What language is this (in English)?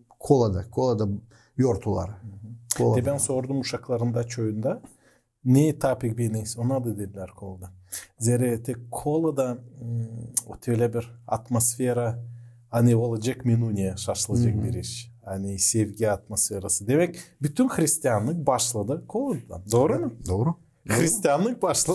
Gagauz